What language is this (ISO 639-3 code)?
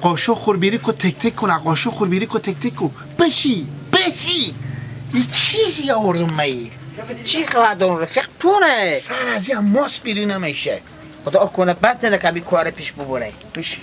fas